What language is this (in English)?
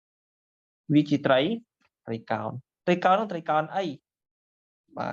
Khmer